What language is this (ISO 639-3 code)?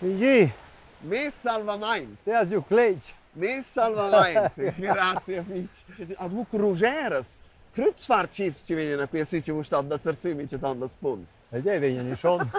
roh